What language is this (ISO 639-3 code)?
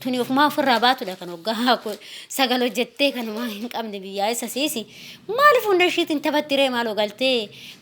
orm